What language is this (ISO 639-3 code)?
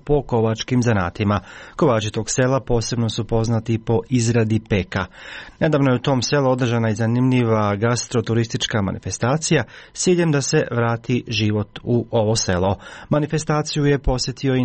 hrv